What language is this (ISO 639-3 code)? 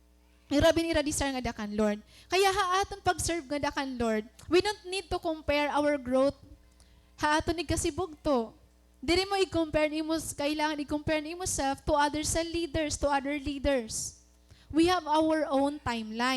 war